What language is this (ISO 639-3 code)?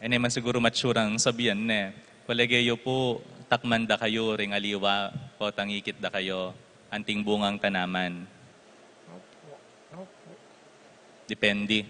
pam